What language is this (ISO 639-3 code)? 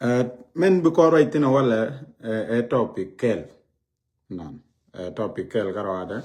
nus